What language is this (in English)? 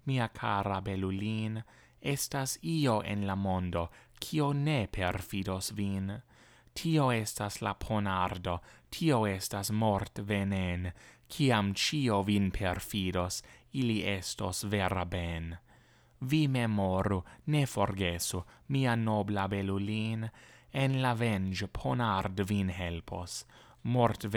Esperanto